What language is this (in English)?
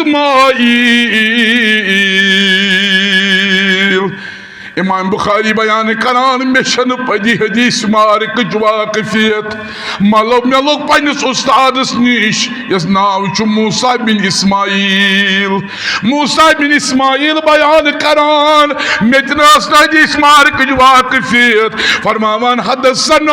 Kashmiri